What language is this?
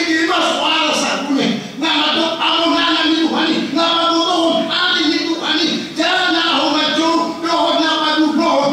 Batak Toba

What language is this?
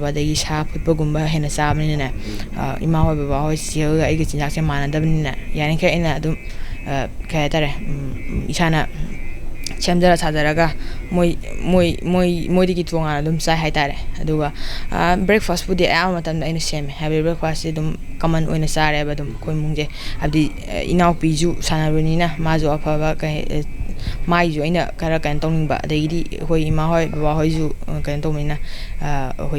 Manipuri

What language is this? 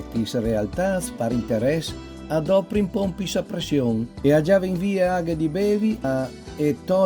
Friulian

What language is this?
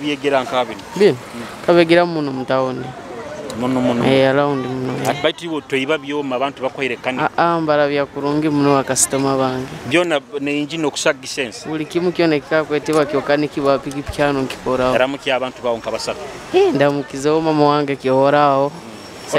Nyoro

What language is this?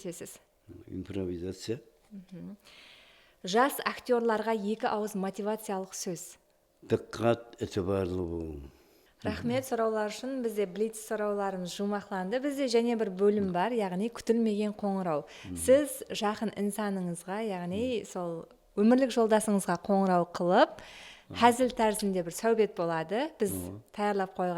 Kara-Kalpak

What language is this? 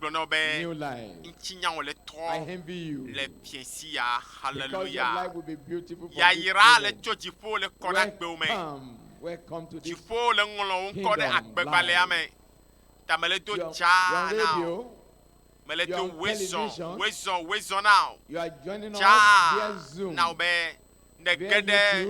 Ewe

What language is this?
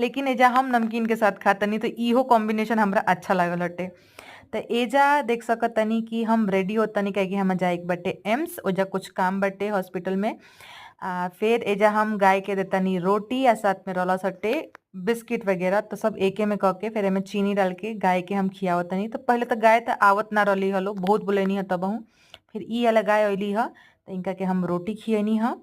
Bhojpuri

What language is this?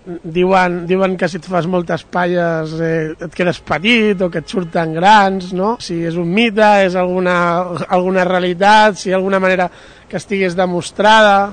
Catalan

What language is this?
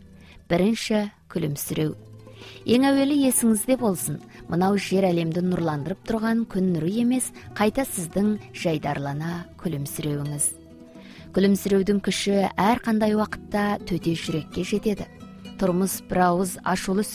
Kazakh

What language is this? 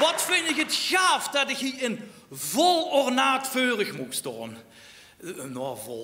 Limburgish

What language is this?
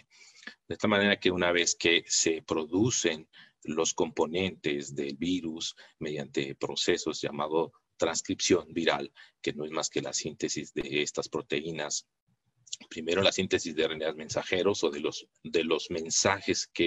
Spanish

